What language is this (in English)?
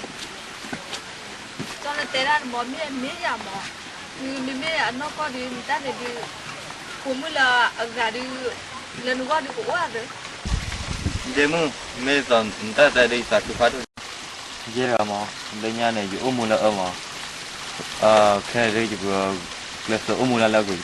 S'gaw Karen